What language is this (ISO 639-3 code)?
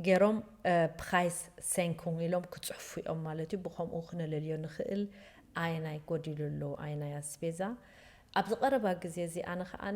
tir